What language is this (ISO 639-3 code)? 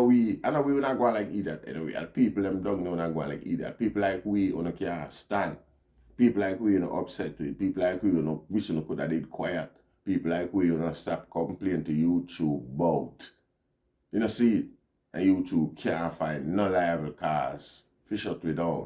jam